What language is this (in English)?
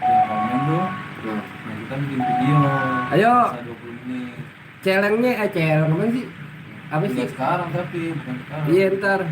Betawi